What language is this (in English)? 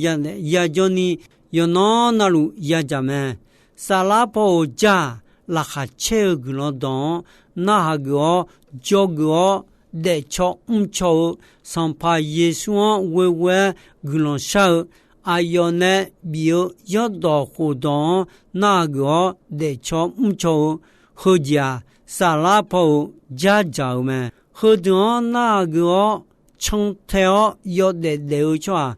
Akha